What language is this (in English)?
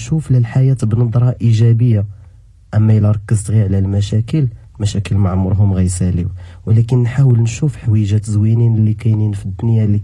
Moroccan Arabic